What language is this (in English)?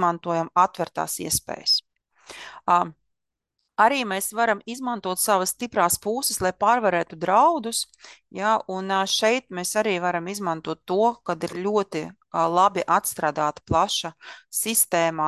Latvian